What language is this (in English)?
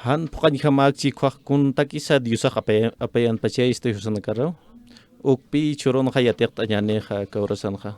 Aymara